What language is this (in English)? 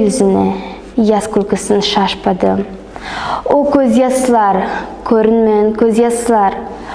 Nogai